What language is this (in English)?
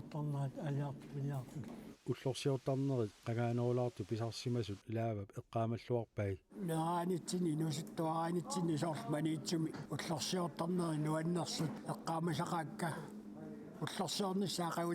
Kalaallisut